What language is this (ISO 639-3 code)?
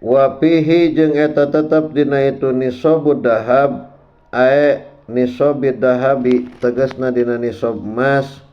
sun